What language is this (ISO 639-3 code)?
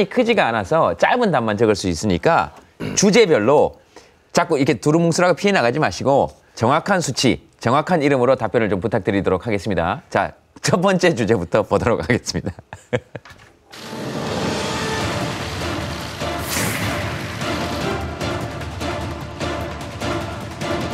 kor